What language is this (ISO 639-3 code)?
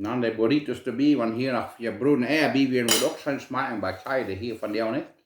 pdt